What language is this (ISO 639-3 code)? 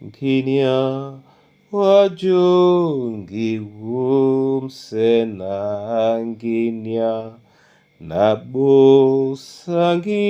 dua